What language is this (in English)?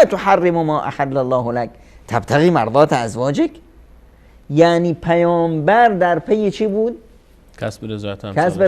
Persian